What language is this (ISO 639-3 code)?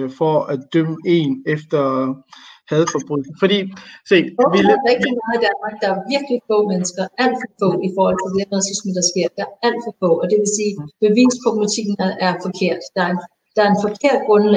dan